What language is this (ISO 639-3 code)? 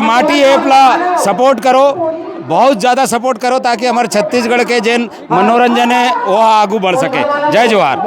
hne